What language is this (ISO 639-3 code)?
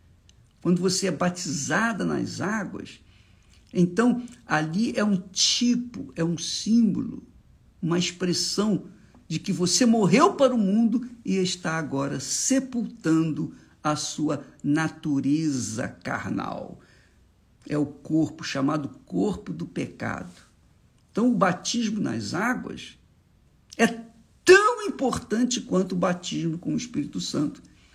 por